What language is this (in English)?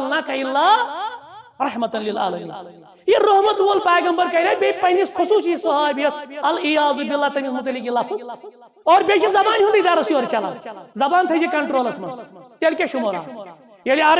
Kashmiri